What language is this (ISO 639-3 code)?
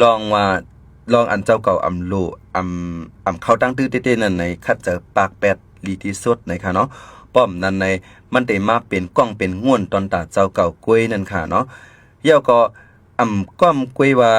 shn